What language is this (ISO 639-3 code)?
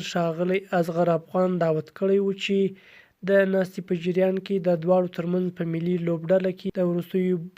pus